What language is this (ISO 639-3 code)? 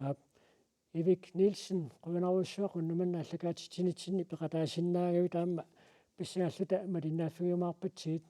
kal